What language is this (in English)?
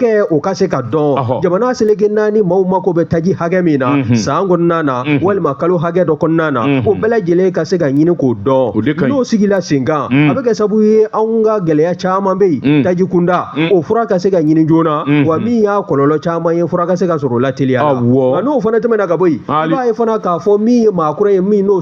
Bambara